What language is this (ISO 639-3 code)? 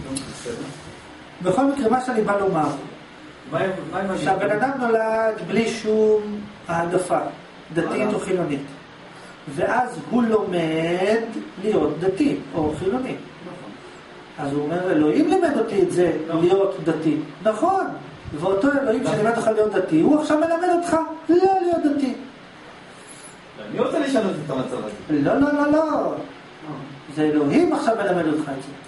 heb